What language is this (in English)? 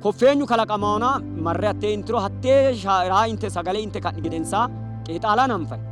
Sidamo